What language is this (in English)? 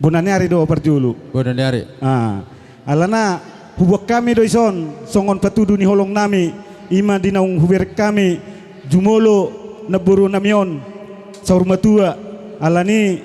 Batak Toba